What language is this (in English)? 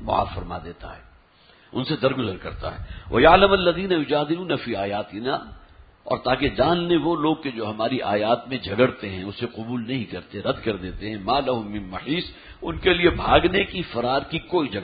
Urdu